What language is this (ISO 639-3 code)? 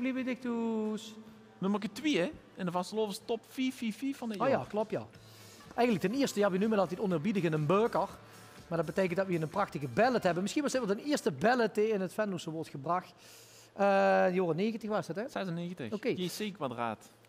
lim